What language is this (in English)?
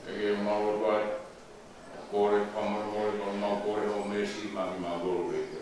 Tongan